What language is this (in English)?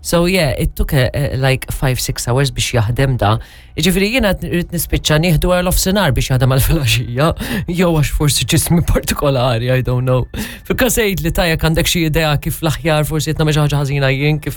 Maltese